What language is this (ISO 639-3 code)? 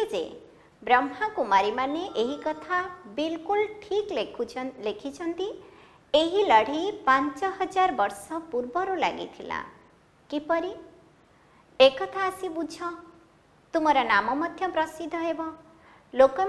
ori